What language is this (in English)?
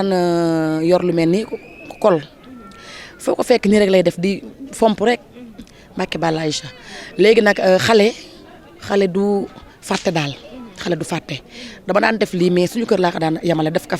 Wolof